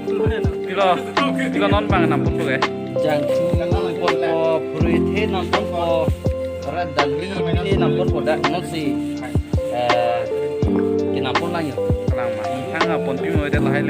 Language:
Karbi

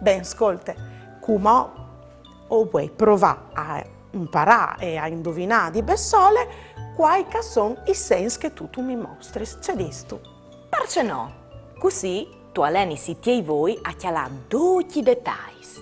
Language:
Friulian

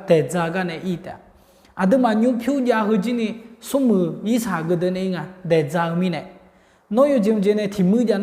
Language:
Akha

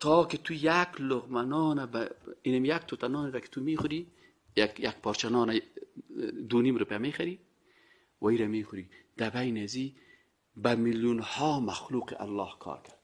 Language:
Persian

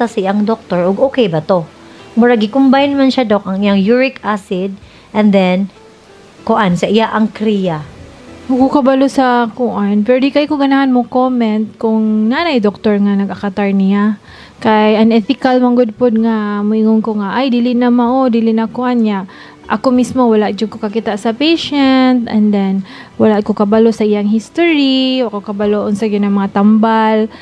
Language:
Cebuano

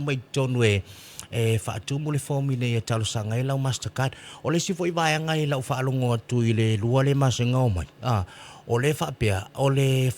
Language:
Samoan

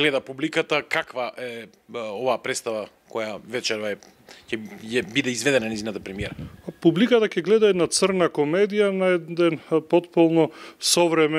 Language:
Macedonian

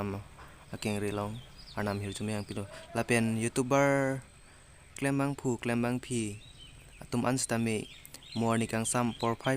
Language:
Karbi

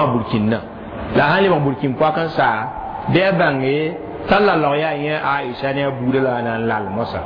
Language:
Mossi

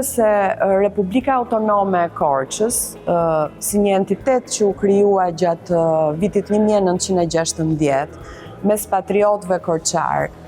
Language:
Albanian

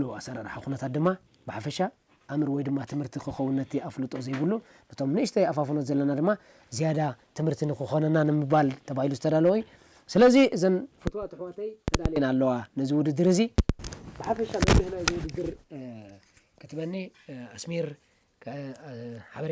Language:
Tigrinya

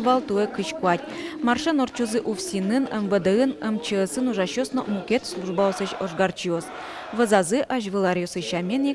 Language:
Udmurt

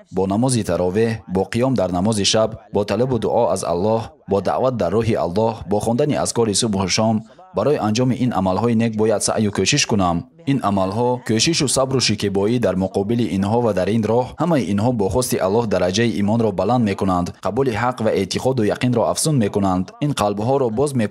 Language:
Tajik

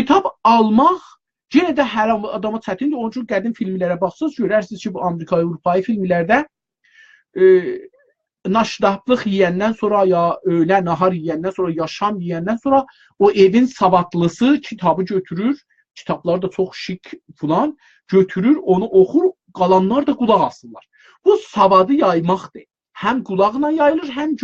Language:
South Azerbaijani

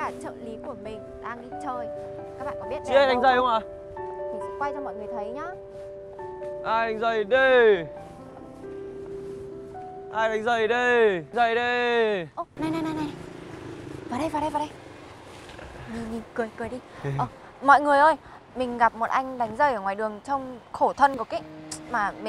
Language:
Vietnamese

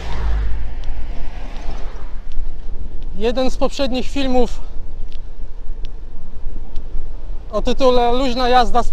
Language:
Polish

